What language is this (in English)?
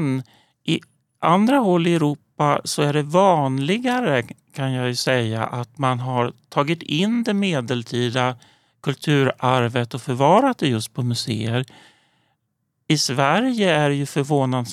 Swedish